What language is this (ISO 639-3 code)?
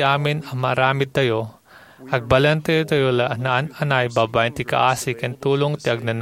ilo